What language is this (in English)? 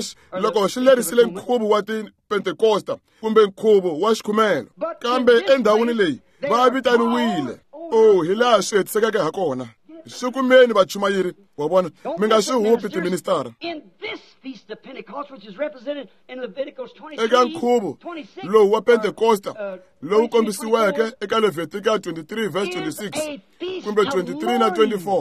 Tsonga